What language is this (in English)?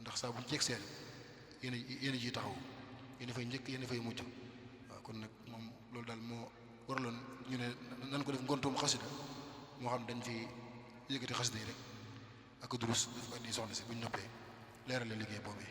Wolof